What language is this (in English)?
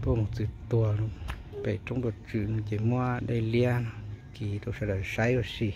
Hmong